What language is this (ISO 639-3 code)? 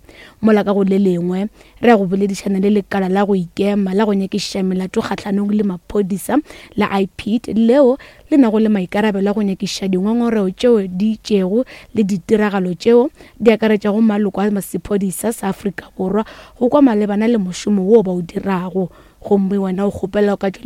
nso